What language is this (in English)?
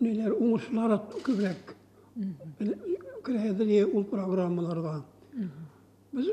Tatar